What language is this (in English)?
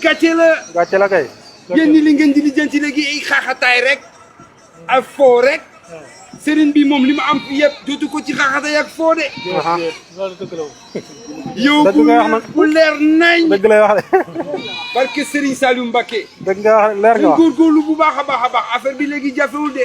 Wolof